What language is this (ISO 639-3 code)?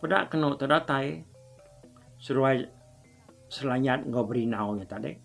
iba